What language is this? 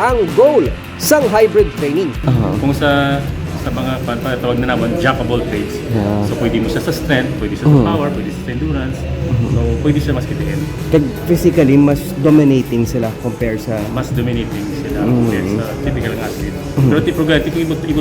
Hiligaynon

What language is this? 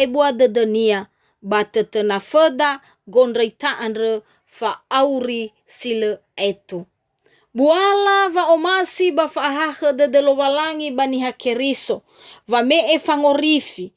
Nias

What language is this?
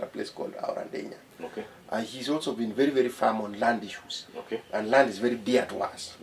Luo (Kenya and Tanzania)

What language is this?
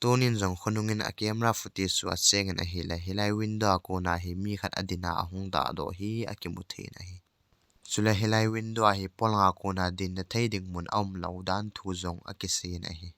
Thado Chin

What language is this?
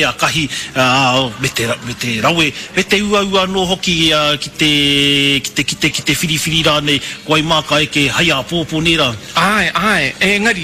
Māori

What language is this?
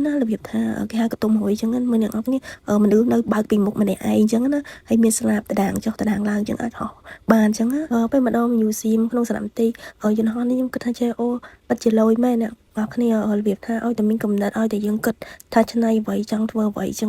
Khmer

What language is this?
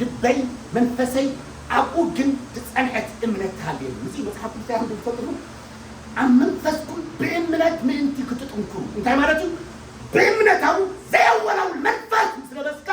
Tigrinya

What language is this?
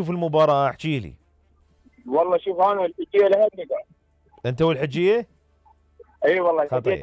Mesopotamian Arabic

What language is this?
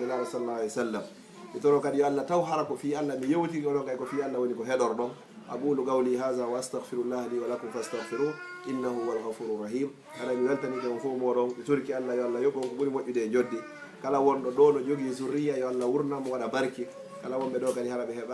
Fula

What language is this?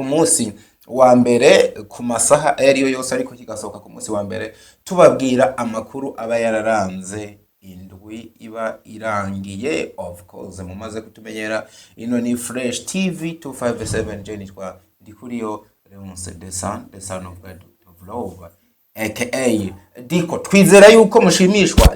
Rundi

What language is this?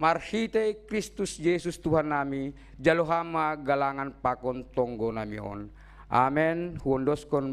Batak Simalungun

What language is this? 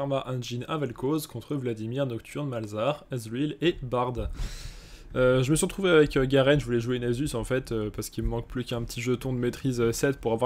French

